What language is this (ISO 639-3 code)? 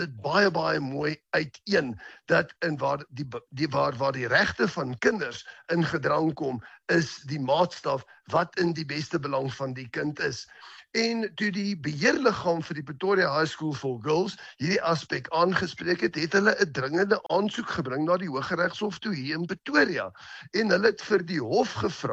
afr